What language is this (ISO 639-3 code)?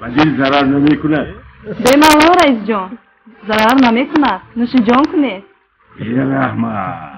tgk